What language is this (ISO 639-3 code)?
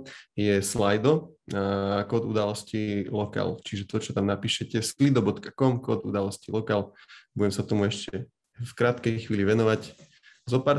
slk